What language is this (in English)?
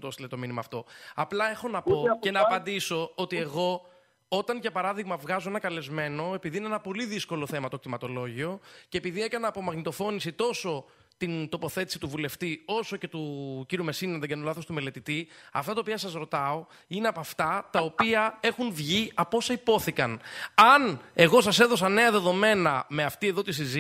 Greek